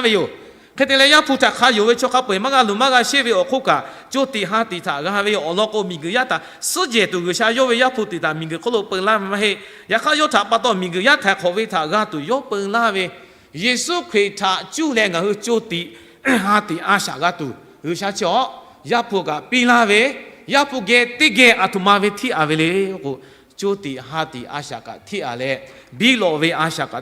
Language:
Lahu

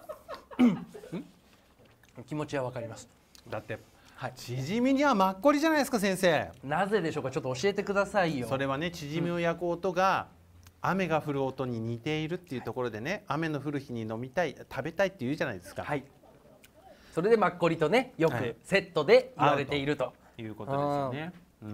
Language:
Japanese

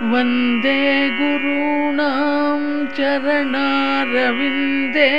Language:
Sanskrit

